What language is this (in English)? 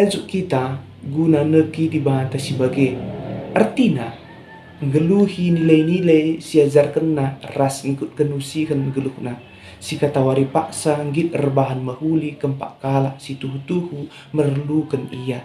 Batak Karo